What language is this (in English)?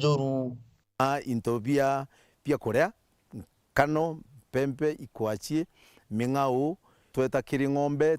Meru